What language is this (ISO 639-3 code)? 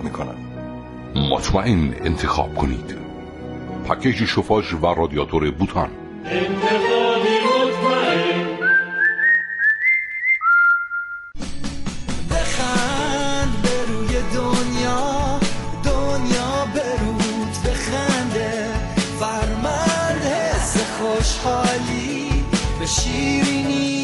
fas